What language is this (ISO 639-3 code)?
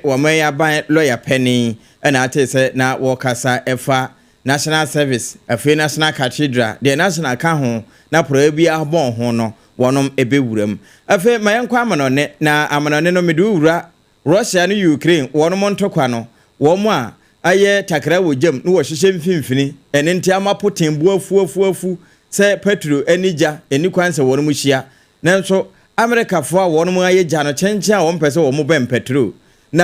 aka